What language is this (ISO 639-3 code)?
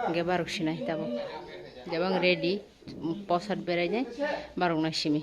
trp